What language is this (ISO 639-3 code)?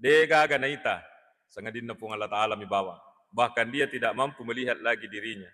bug